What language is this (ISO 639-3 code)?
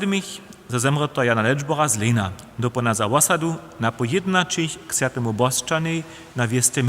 hsb